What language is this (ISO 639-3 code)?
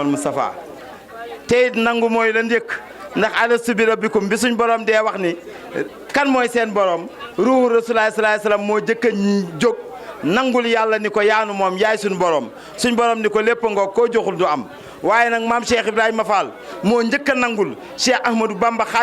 wol